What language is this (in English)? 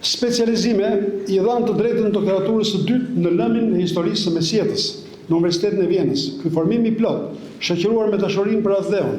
Albanian